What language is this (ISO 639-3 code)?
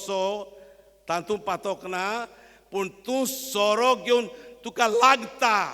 kok